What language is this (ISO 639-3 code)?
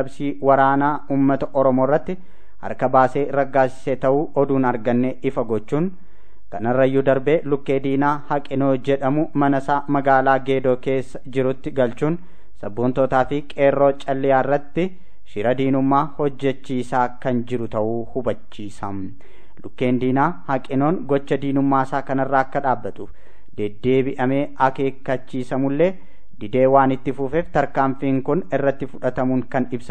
orm